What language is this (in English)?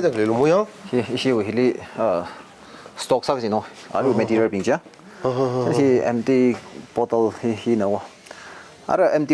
Tangkhul Naga (India)